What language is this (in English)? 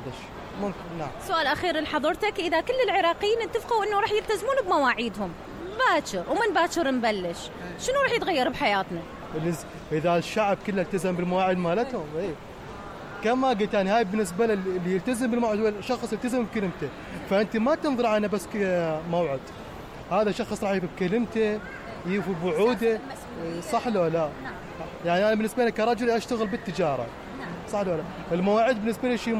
Mesopotamian Arabic